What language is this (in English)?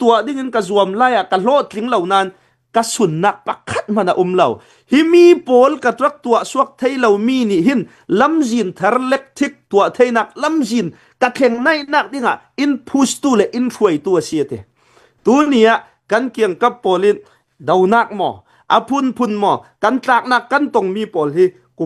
Hakha Chin